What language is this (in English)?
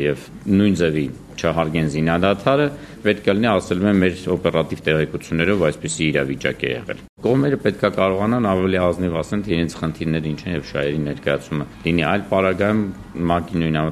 Armenian